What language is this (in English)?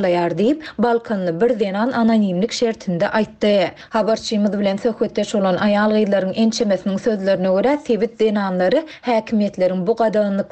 Turkmen